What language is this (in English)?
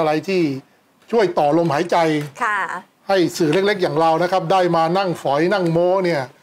Thai